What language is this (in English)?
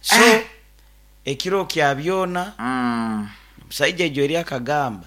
Nyoro